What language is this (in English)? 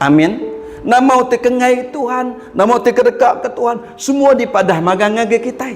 Iban